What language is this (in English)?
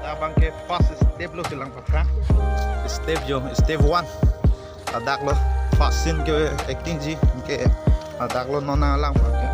Karbi